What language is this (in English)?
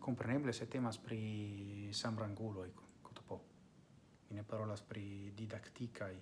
Esperanto